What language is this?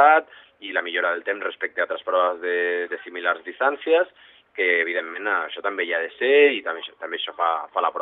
Catalan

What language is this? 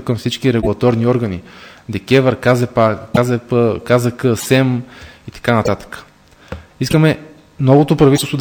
Bulgarian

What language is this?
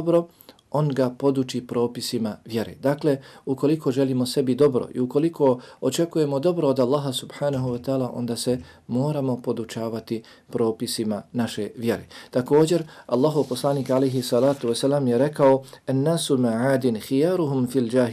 Bosnian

